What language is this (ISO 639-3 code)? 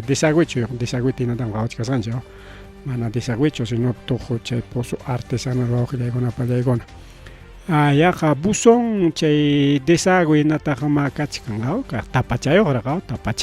quy